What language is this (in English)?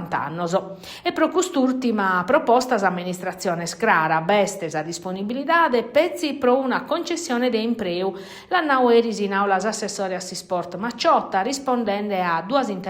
Sardinian